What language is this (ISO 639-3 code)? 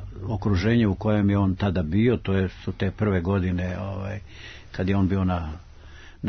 srp